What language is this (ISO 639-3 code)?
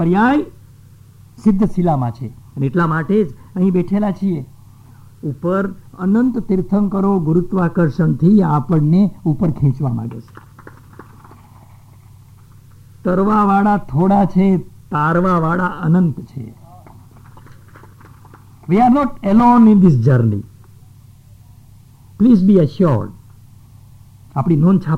guj